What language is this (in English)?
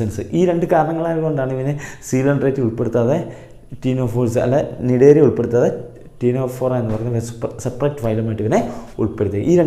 Malayalam